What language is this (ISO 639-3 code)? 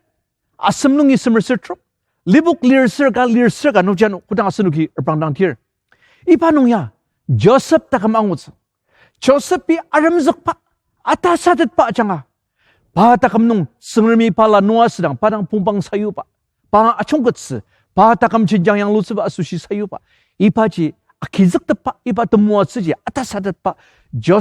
njo